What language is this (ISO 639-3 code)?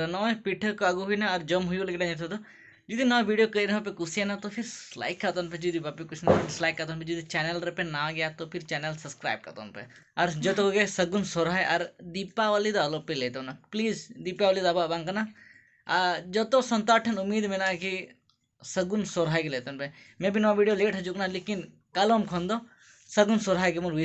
sat